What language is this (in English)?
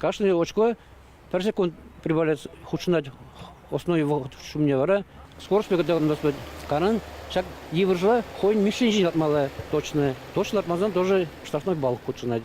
Chuvash